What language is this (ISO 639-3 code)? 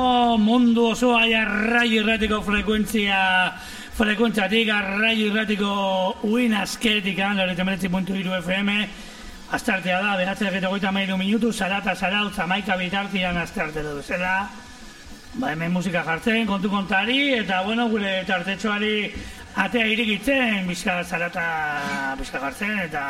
eus